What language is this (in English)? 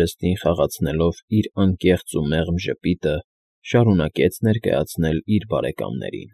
Armenian